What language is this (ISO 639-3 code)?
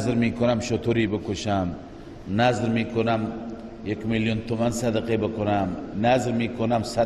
fas